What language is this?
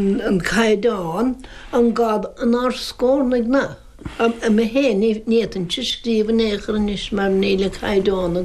Irish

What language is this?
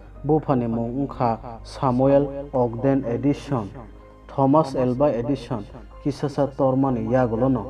Kok Borok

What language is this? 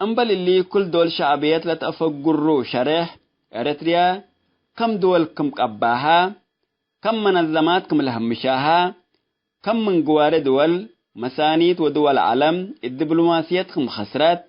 Tigre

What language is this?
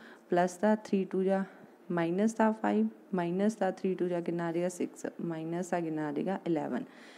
Punjabi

